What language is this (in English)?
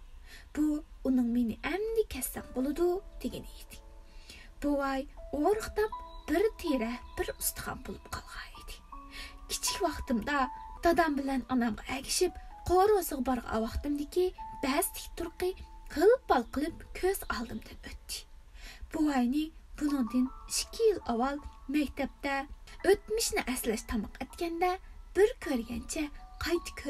Uyghur